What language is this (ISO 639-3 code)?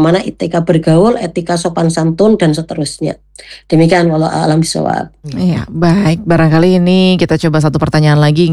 ind